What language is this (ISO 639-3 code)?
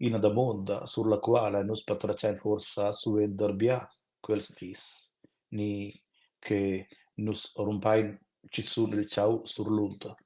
roh